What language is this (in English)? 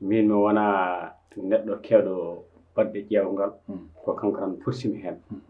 Fula